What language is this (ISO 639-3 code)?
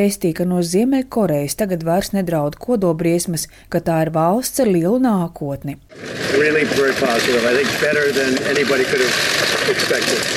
lav